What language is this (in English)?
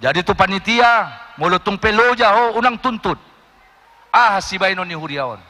Batak Toba